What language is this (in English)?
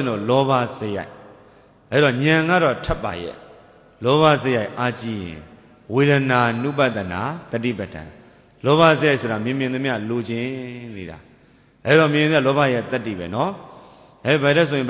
Burmese